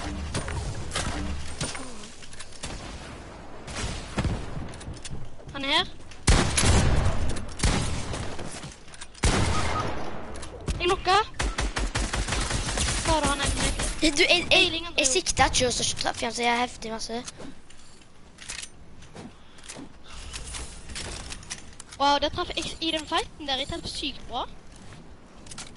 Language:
Norwegian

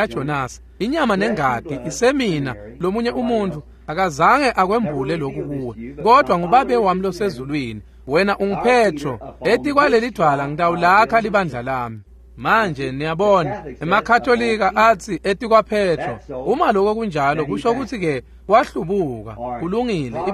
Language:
Swati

